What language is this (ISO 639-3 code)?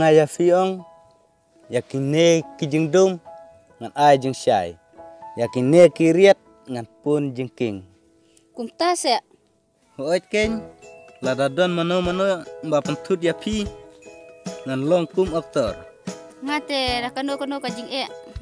kha